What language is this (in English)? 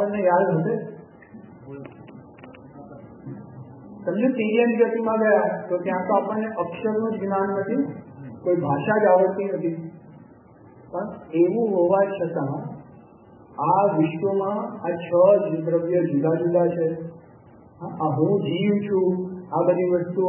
Gujarati